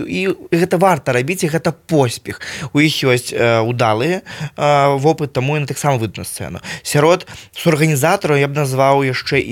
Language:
Belarusian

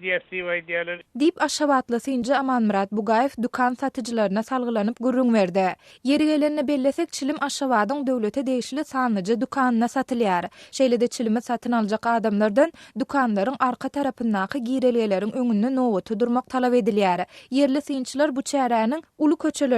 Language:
Turkmen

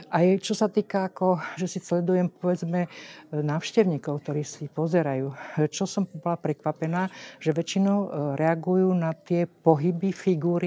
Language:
Slovak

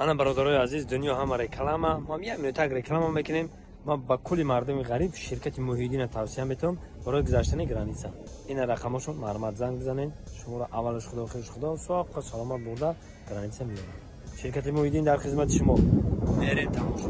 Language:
Tajik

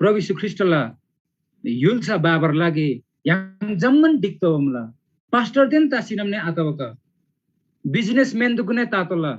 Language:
Eastern Tamang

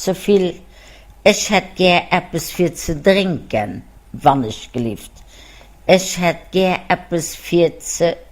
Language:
Luxembourgish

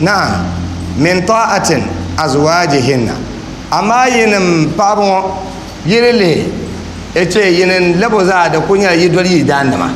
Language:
Dagbani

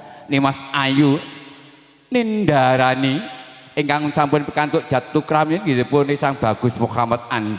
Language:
Javanese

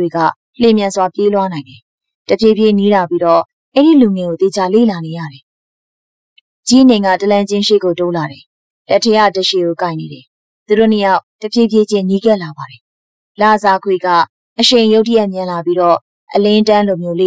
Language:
Burmese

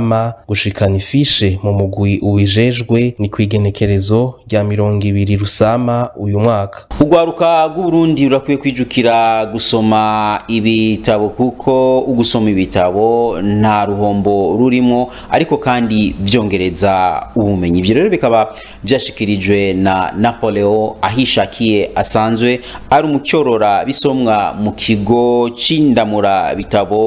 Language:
Rundi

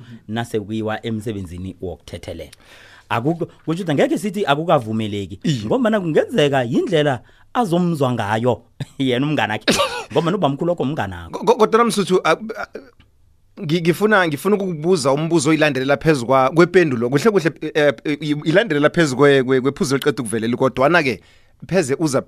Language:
South Ndebele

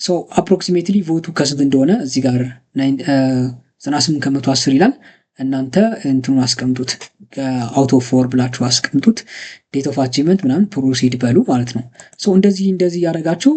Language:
Amharic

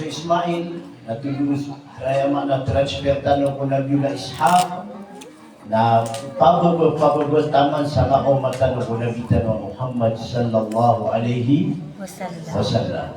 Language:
Maranao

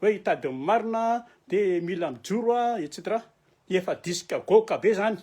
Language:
Malagasy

